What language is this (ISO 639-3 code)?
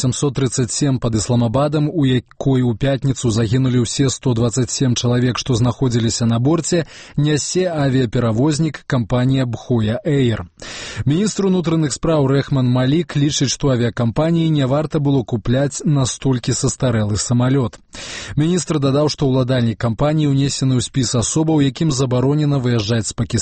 bel